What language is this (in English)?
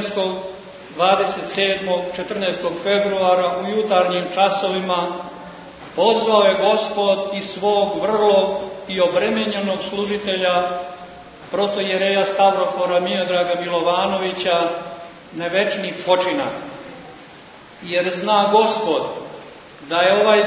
Serbian